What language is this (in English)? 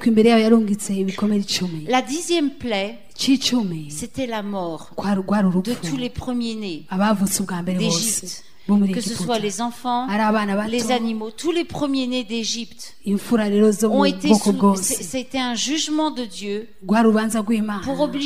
French